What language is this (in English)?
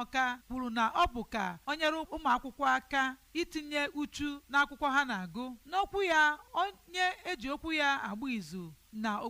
Igbo